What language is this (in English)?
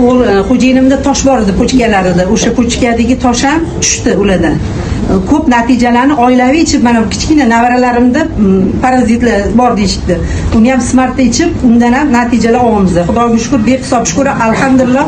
Uzbek